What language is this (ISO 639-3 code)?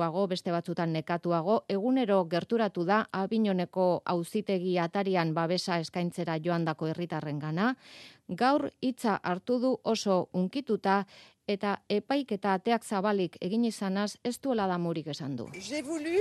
eus